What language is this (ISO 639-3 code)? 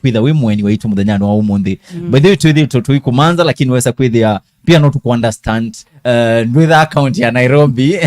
kam